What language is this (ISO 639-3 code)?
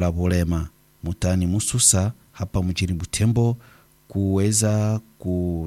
swa